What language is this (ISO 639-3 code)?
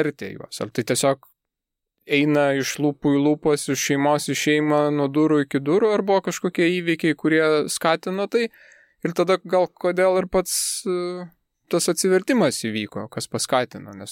lit